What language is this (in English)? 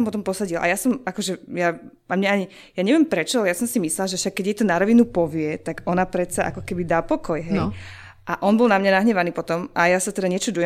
Slovak